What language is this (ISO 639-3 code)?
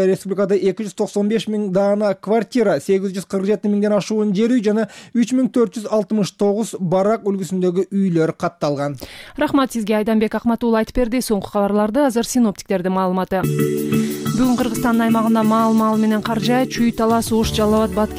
kir